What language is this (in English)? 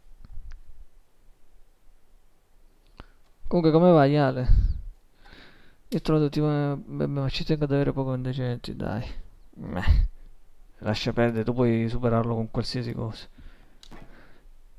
Italian